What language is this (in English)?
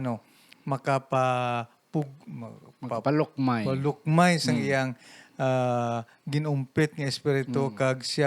Hiligaynon